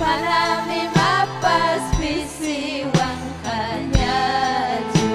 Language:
Ayacucho Quechua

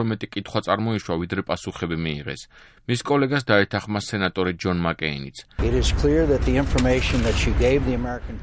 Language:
Georgian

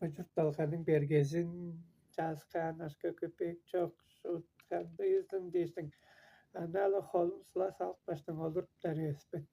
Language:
Tuvinian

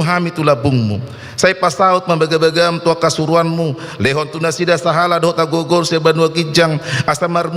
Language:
Batak Toba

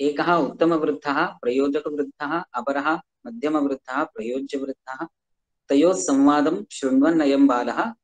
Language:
Sanskrit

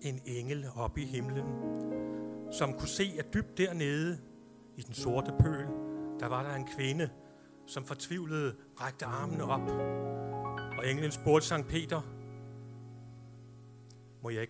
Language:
Danish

